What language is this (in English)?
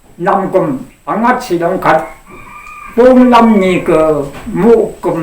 Rawang